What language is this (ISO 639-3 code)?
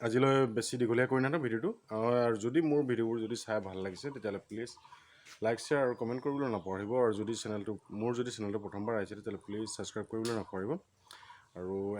asm